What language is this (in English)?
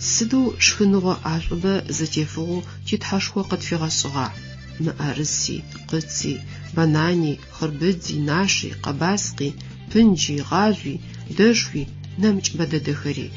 Adyghe